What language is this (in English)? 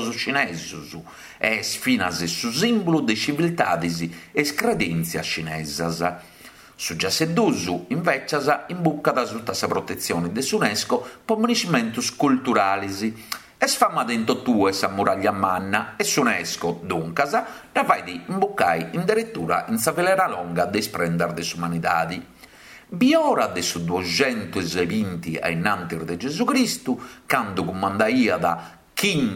Sardinian